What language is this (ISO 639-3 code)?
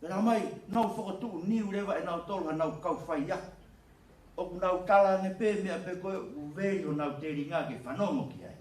ton